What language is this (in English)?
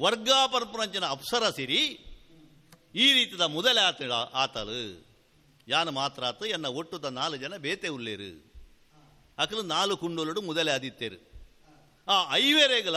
Tulu